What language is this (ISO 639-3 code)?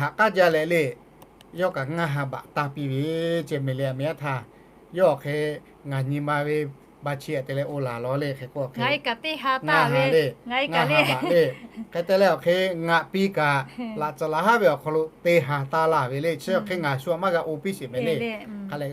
lhu